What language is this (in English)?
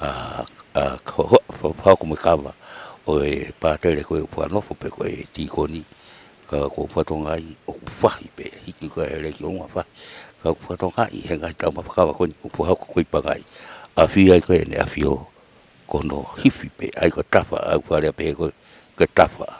Tongan